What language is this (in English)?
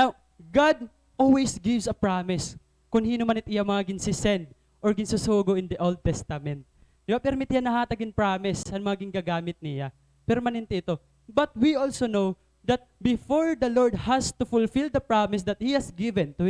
Waray